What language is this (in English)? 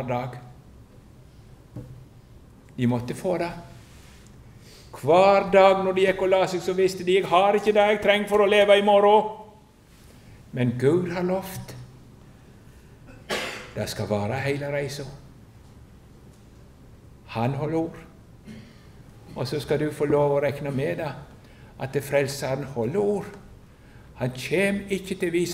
Norwegian